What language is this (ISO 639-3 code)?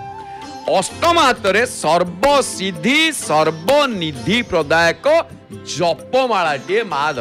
ori